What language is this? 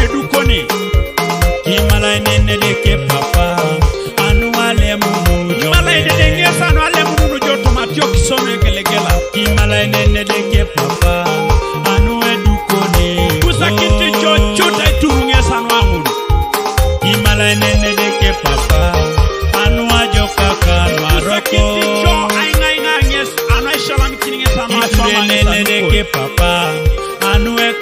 Teso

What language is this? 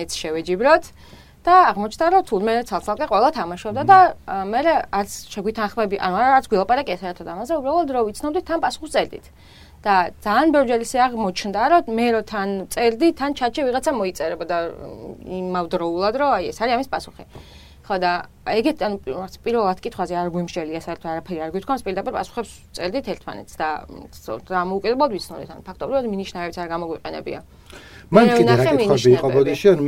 Georgian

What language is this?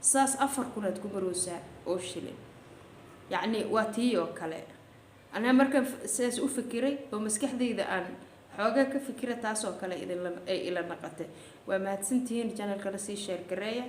Somali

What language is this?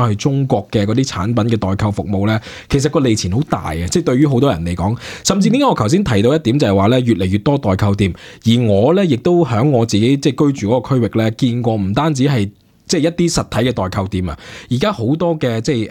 Cantonese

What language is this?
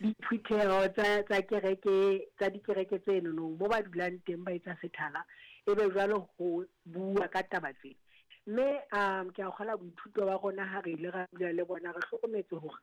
Southern Sotho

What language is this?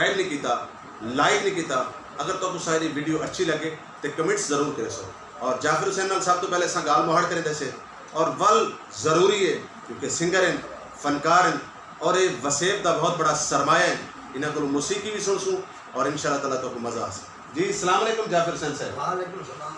Saraiki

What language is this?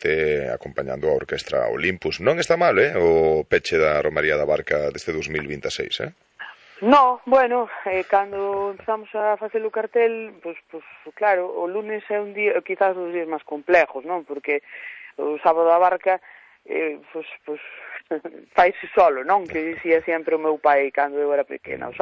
Galician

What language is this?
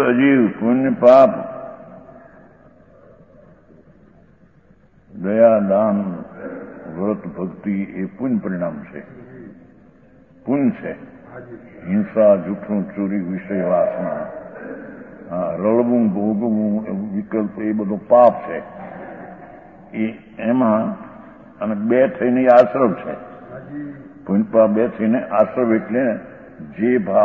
Gujarati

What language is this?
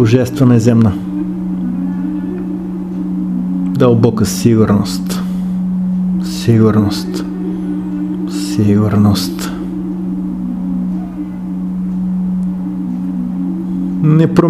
Bulgarian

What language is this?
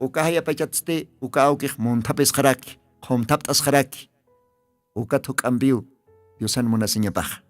Aymara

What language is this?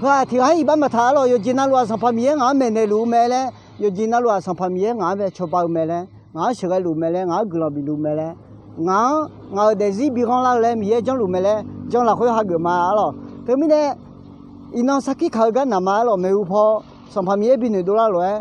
Akha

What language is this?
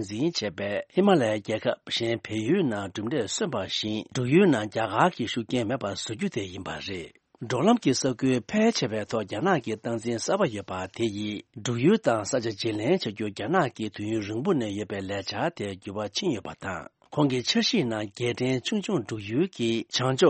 Tibetan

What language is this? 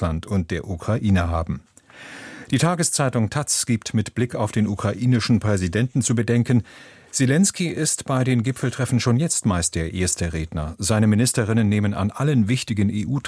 German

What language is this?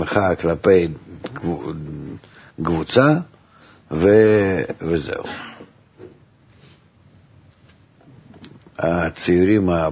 Hebrew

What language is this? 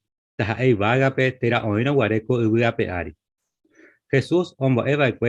Guarani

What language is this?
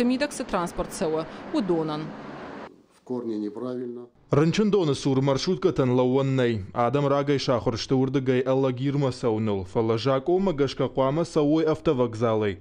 Ossetic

